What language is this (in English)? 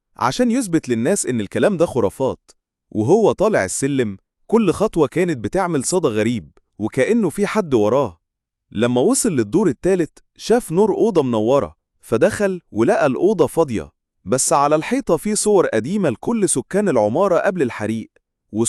Egyptian Arabic